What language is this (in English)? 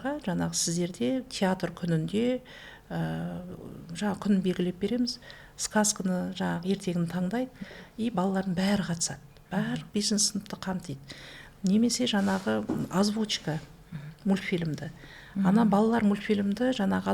Kazakh